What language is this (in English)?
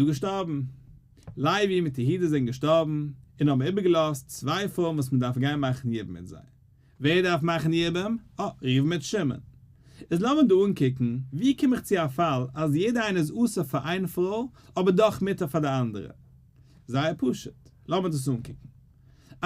Yiddish